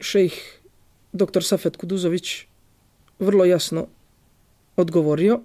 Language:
Bosnian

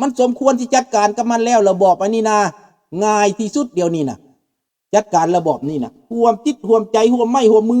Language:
Lao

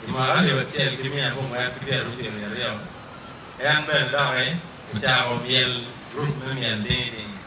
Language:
Acoli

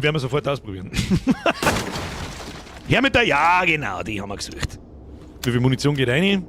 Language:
Bavarian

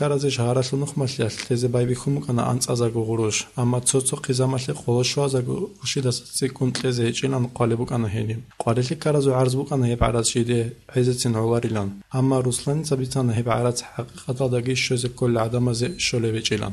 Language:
Avaric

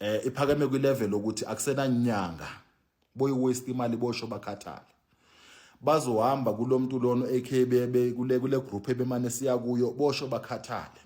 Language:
Zulu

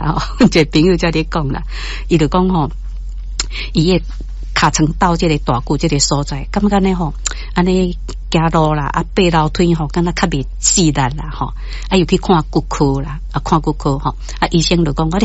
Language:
Min Nan Chinese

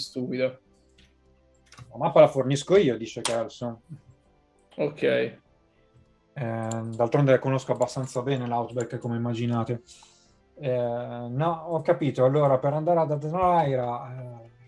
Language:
Italian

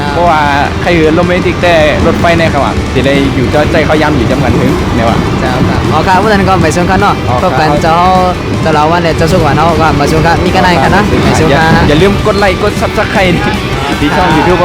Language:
Shan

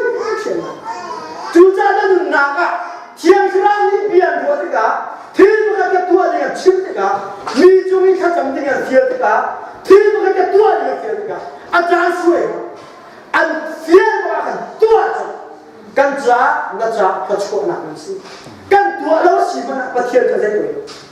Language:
Hakha Chin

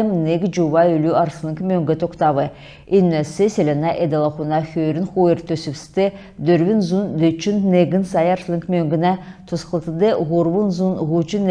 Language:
Kalmyk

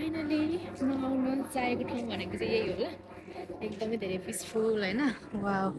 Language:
Nepali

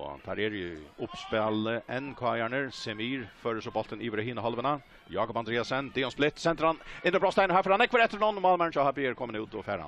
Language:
Faroese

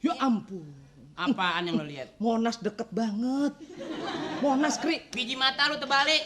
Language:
Betawi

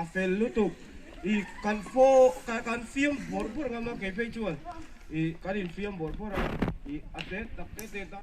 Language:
Mizo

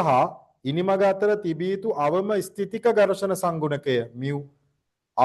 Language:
Sinhala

